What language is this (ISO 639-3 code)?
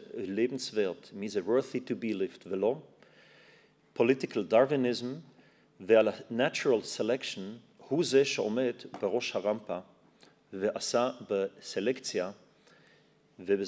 heb